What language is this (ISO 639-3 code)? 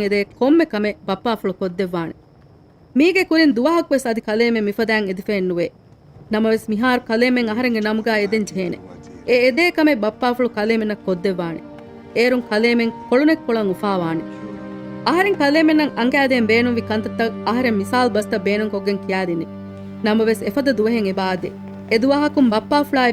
div